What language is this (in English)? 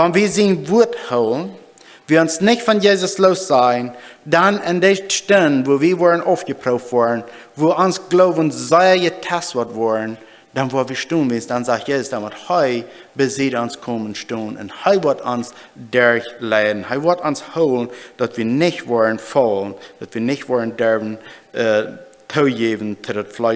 Plautdietsch